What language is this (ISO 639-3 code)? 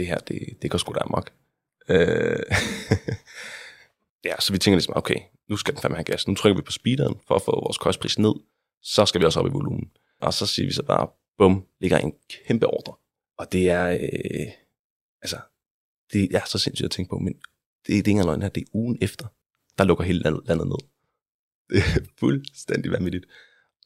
dan